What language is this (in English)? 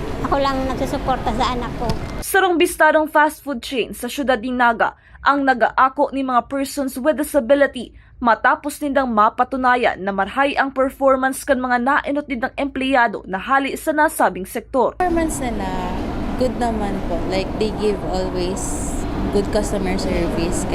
Bikol